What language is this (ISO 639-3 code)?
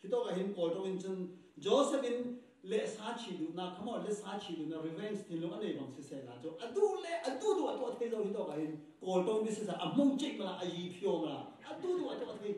cfm